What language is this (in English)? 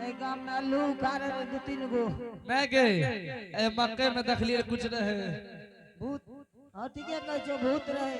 Angika